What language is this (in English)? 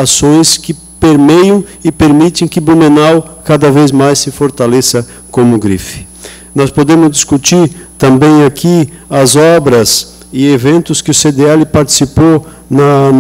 Portuguese